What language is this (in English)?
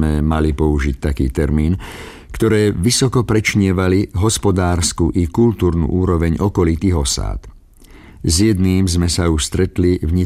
Slovak